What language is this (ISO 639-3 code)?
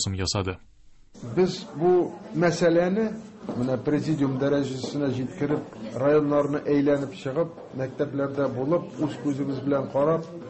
tat